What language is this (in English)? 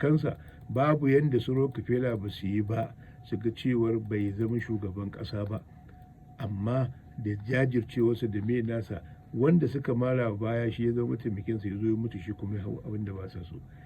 Hausa